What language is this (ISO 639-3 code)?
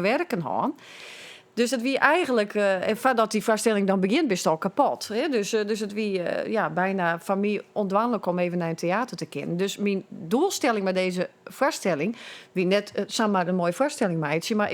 fry